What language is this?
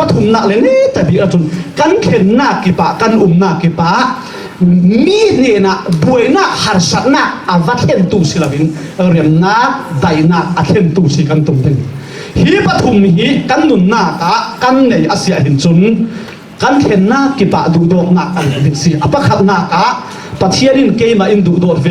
Falam Chin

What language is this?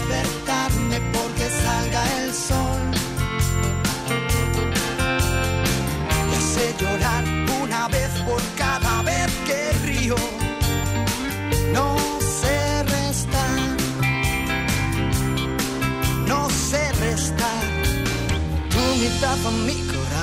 Spanish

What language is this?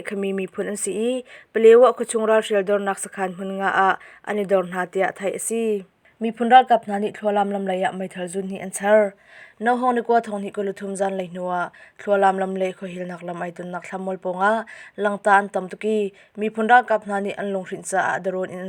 Hakha Chin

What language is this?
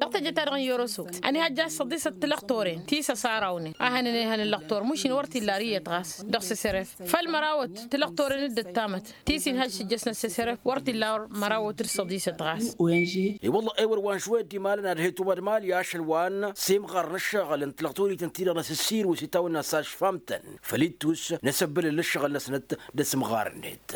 Tamasheq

